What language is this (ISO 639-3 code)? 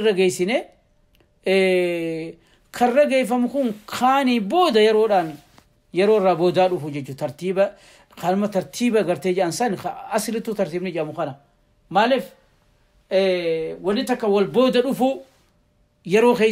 orm